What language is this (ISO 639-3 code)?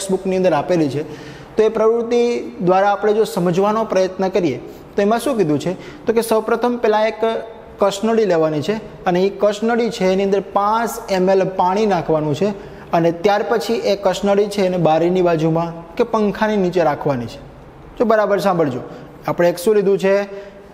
guj